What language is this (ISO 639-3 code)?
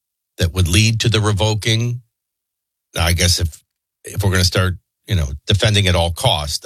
eng